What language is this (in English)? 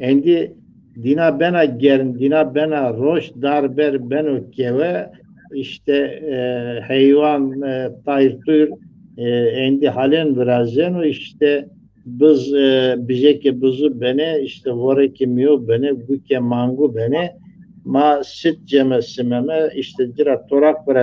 Zaza